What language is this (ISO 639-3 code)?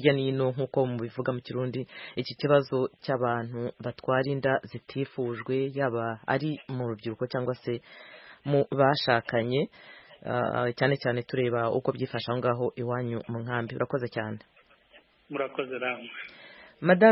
kin